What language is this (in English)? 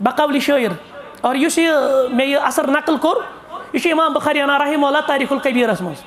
Kashmiri